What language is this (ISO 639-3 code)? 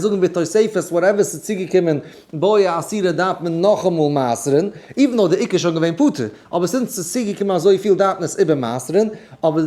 yid